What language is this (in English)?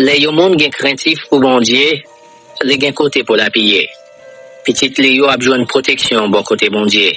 Haitian Creole